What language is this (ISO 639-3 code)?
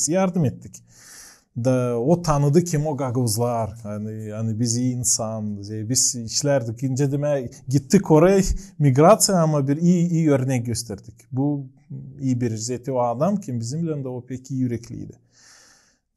gag